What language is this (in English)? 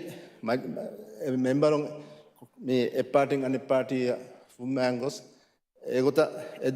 Divehi